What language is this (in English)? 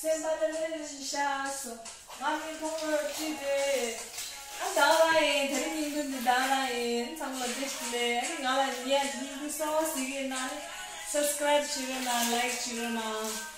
Tibetan